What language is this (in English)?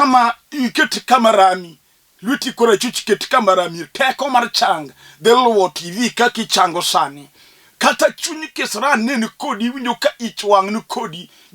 Luo (Kenya and Tanzania)